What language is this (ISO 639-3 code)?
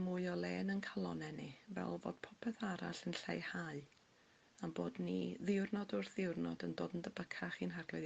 cym